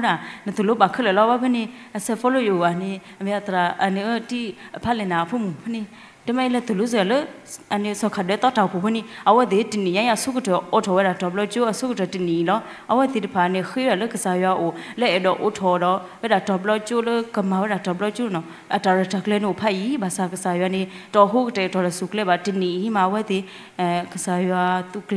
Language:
S'gaw Karen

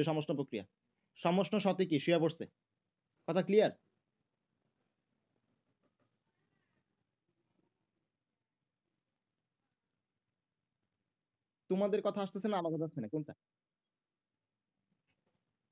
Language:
Bangla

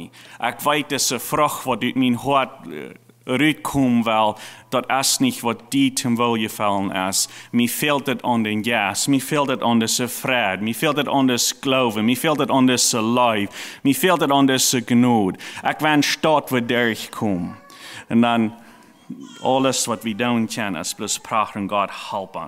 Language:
Plautdietsch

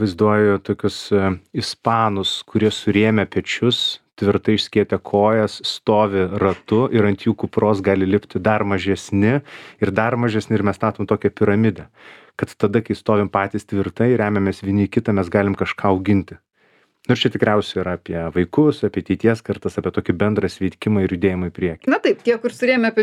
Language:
Lithuanian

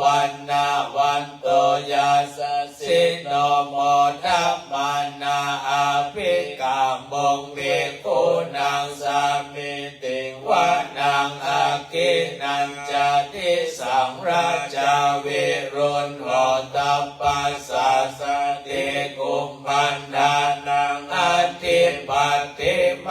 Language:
Pali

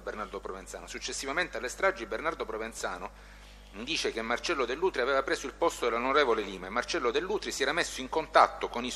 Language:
Italian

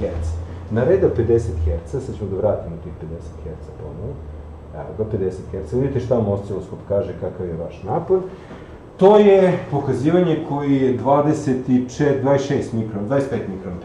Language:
Serbian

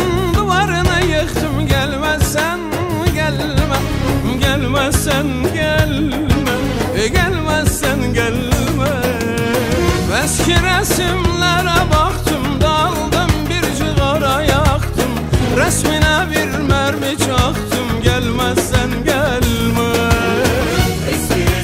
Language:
Turkish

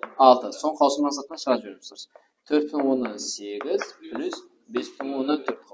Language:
Kara-Kalpak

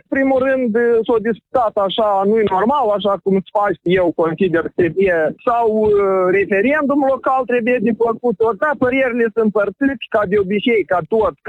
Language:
Romanian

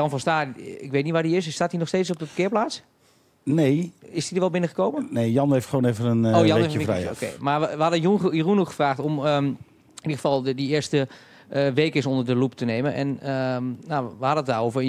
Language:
Dutch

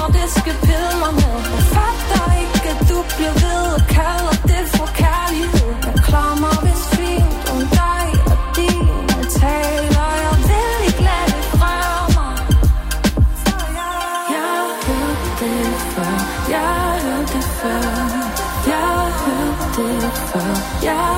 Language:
Danish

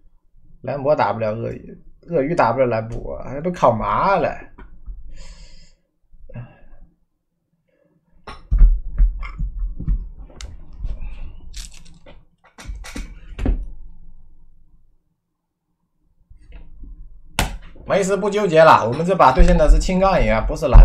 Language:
Chinese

